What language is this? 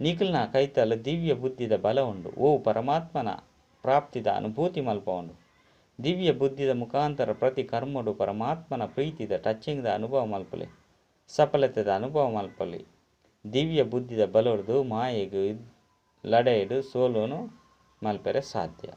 Tulu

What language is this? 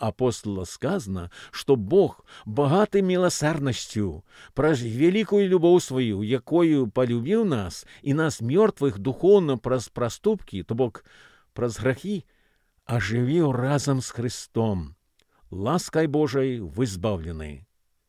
Belarusian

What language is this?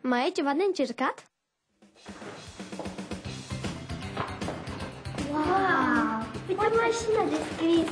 Romanian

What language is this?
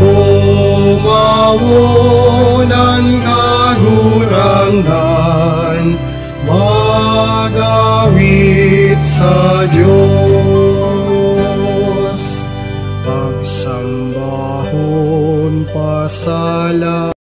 Bikol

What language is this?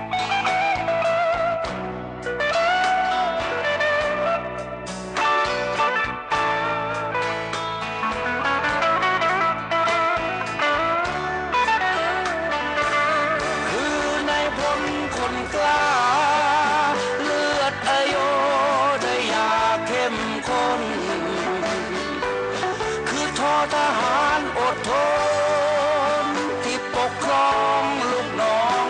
Thai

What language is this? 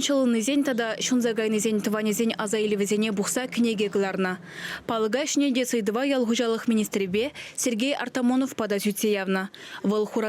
Chuvash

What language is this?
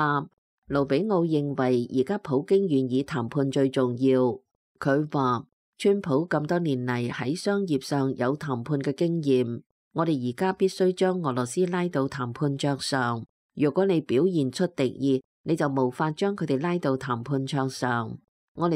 Cantonese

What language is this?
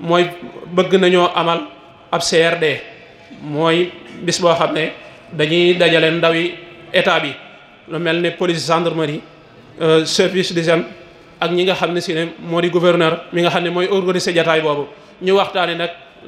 Wolof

